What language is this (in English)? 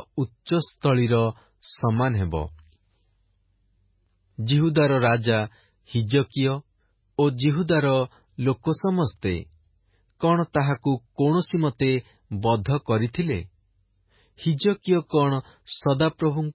Odia